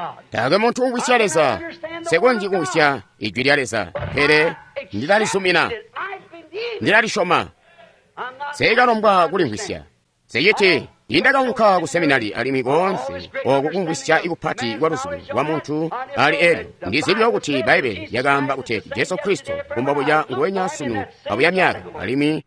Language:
Tonga (Zambia)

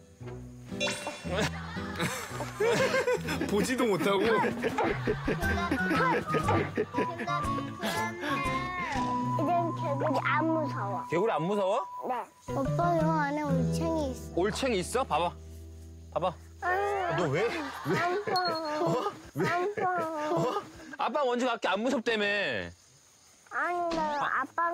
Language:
Korean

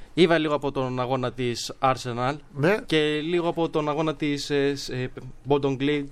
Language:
Greek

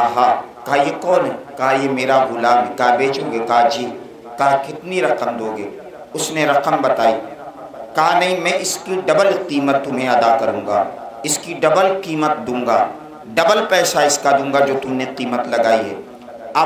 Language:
Urdu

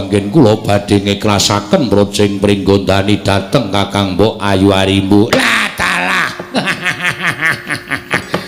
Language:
Javanese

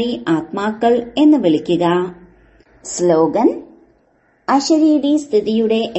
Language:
Malayalam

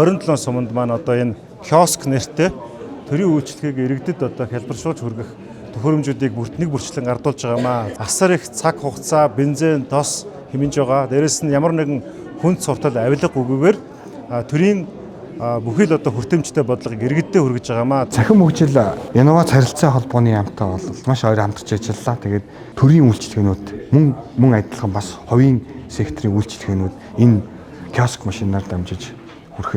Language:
Mongolian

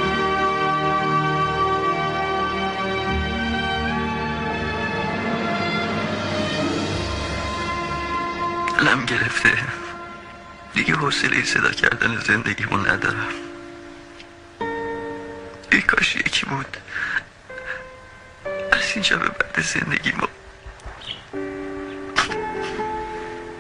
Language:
Persian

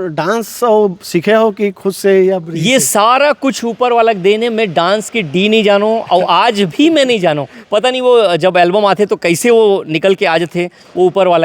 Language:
Chhattisgarhi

